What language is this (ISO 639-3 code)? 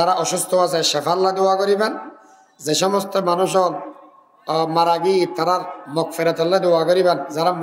rhg